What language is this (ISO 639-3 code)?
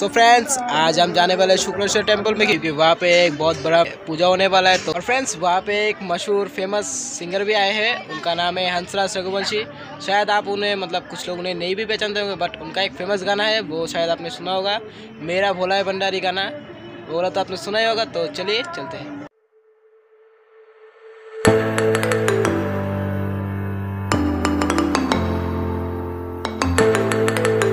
hin